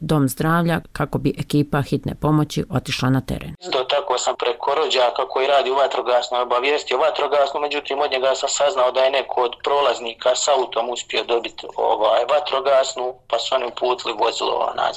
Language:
Bosnian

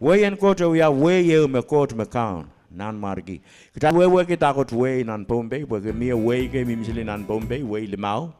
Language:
Pohnpeian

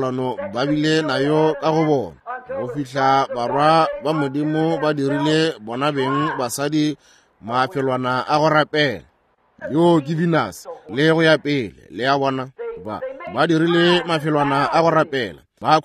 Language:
Northern Sotho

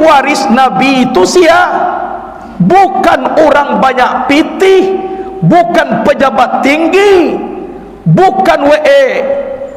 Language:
Minangkabau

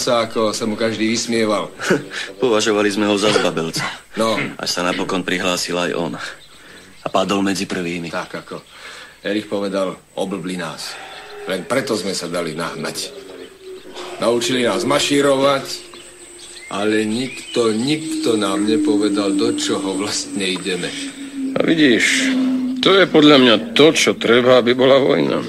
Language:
Slovak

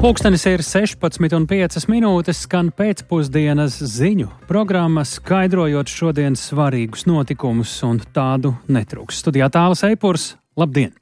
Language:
Latvian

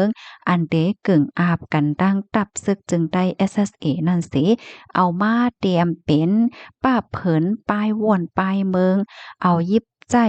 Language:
Shan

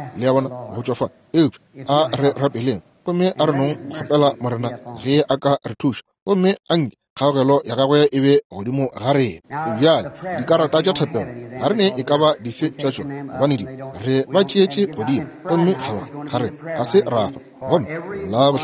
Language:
Northern Sotho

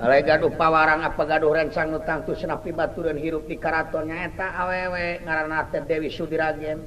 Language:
Sundanese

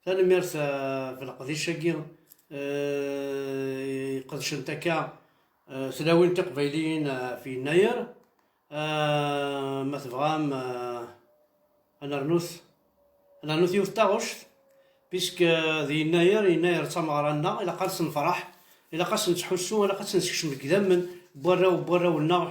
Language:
Kabyle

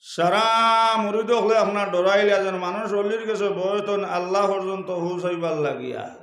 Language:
Sylheti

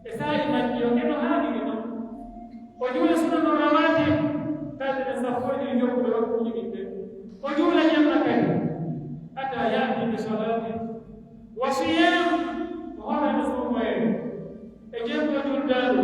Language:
Pular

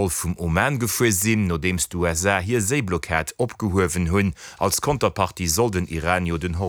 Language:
Luxembourgish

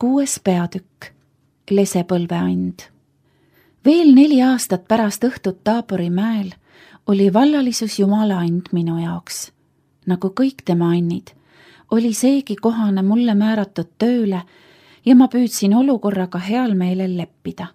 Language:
Estonian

